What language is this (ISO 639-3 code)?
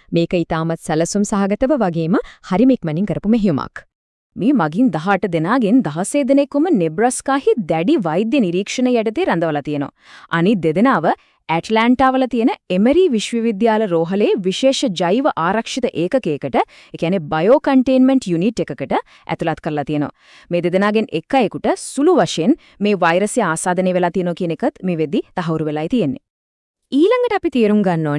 sin